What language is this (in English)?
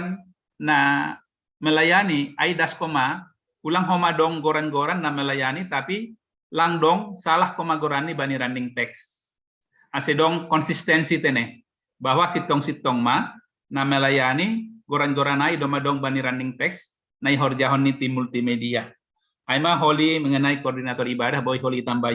Batak Simalungun